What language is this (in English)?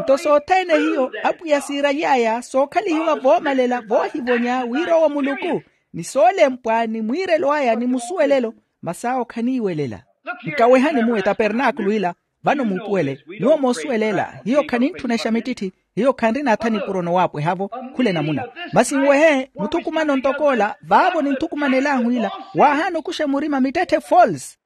Makhuwa